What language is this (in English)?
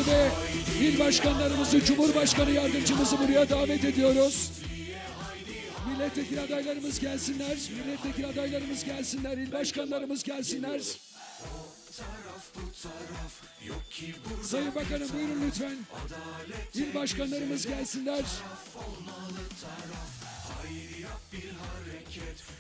Turkish